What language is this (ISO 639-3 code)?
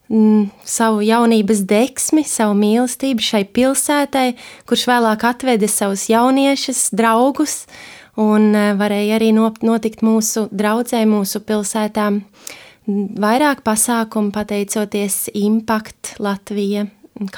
lav